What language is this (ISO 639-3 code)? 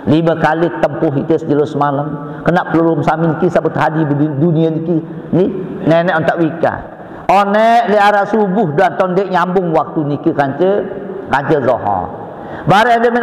sas